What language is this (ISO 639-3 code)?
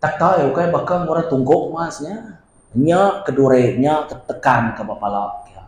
iba